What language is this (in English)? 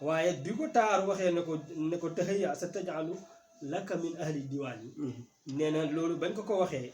Wolof